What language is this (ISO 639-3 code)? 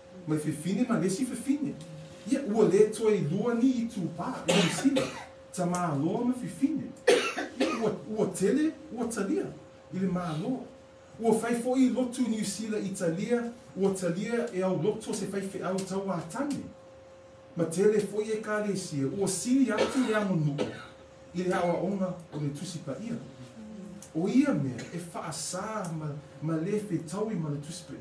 smo